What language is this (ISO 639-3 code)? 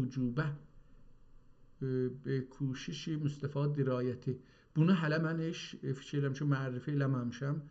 azb